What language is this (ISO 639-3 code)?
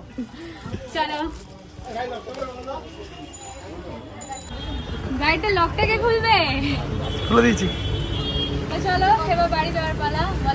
ben